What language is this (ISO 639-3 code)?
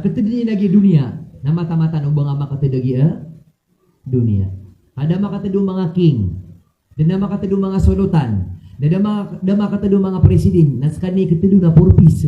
mrw